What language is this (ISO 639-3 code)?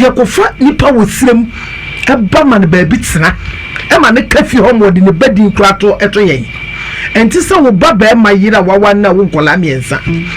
aka